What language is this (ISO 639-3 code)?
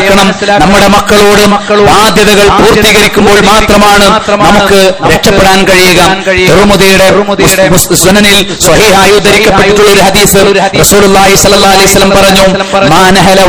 mal